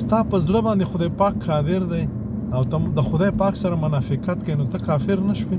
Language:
Pashto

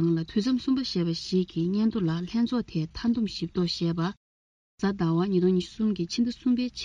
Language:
Tibetan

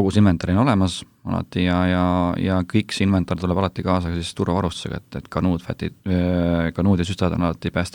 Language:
Estonian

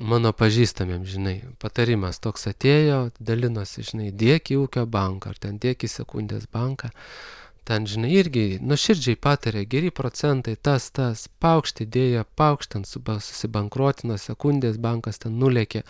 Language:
Lithuanian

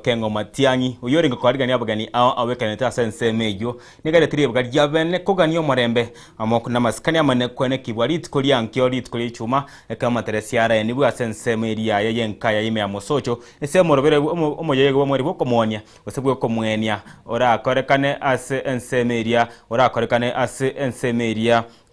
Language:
Gusii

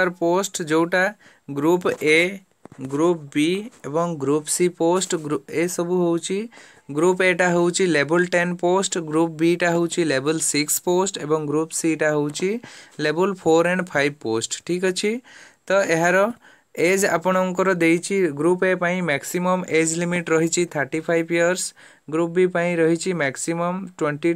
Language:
Odia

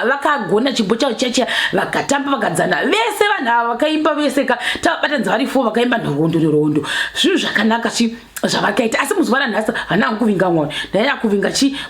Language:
Shona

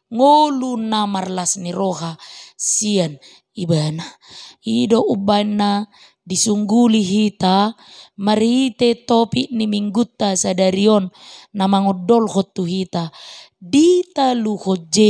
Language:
Batak Toba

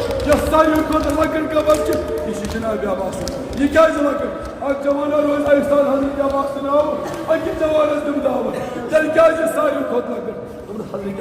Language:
Kashmiri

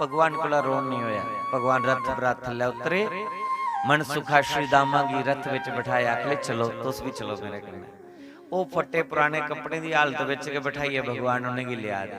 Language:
Dogri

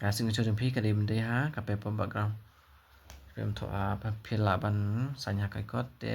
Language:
Khasi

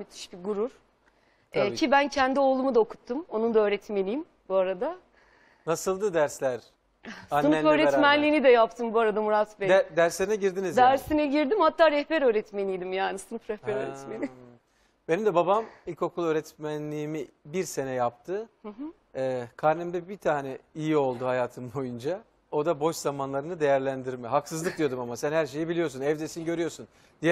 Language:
Turkish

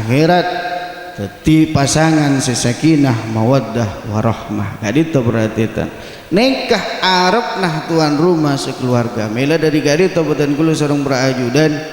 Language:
Madurese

